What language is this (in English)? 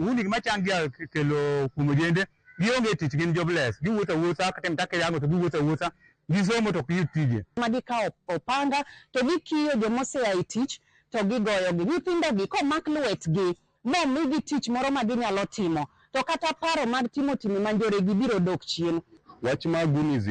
Luo (Kenya and Tanzania)